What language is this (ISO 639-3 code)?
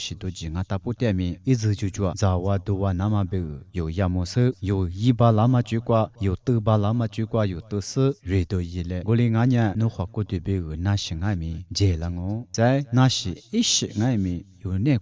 lis